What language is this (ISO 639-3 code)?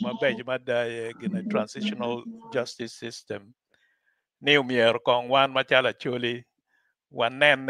ach